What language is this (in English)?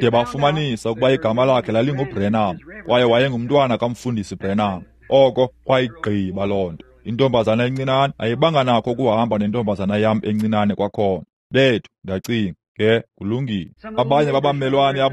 Xhosa